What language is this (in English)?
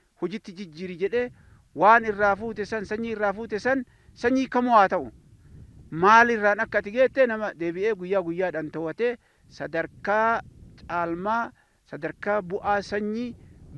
Oromo